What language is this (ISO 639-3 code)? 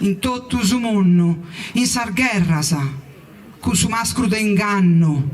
srd